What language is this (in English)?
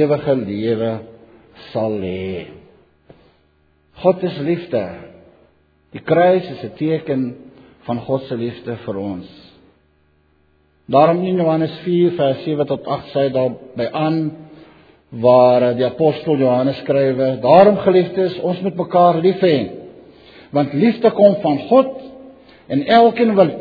Afrikaans